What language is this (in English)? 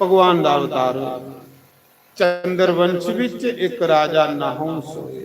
Dogri